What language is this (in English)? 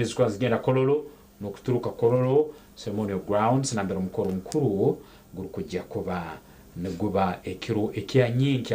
Nyankole